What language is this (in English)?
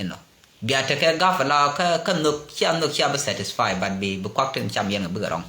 Nuer